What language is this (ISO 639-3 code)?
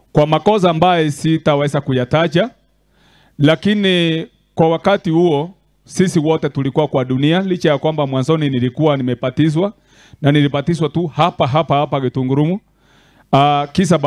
guz